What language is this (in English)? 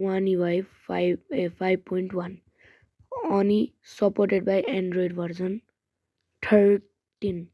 Nepali